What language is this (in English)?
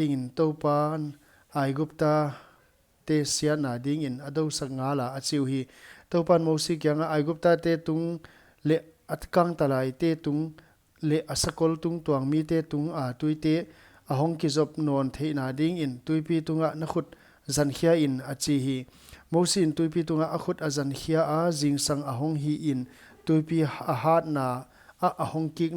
Paite Chin